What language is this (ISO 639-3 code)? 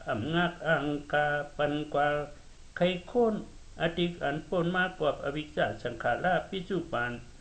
shn